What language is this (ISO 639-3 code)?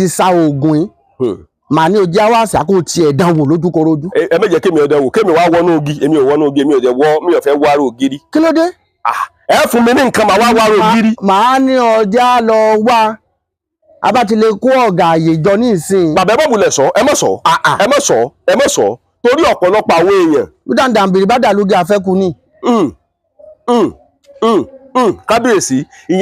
yor